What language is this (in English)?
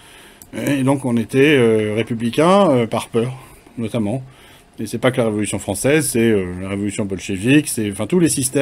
French